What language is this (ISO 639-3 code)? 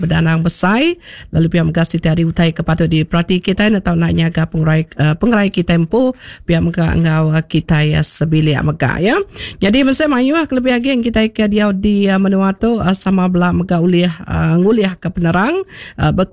iba